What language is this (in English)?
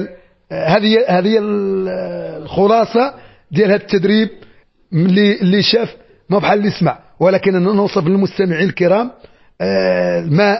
Moroccan Arabic